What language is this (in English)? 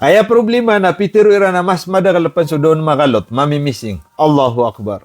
Maranao